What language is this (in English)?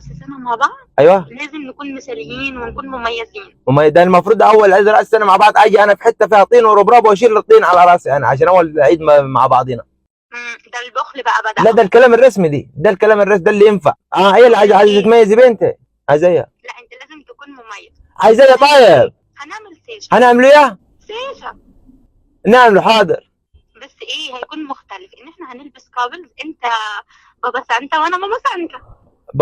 Egyptian Arabic